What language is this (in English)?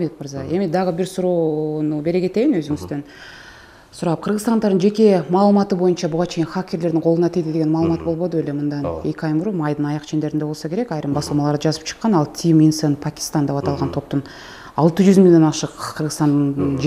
Kyrgyz